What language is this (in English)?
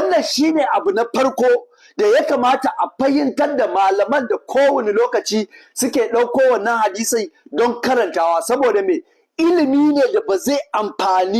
Hausa